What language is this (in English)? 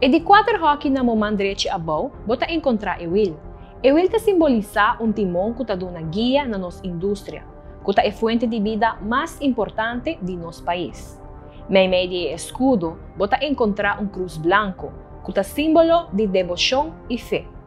Papiamento